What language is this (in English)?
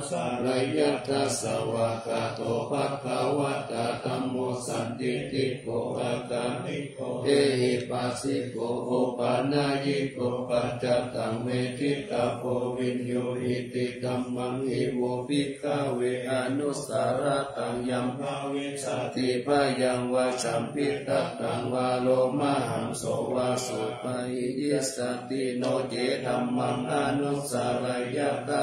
Pali